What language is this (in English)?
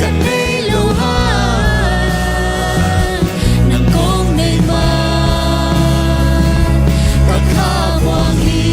Tedim Chin